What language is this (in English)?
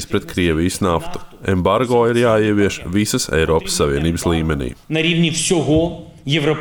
Latvian